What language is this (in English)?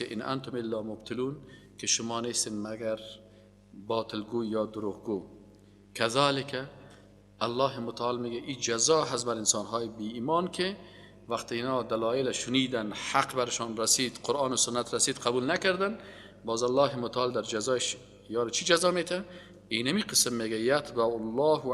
Persian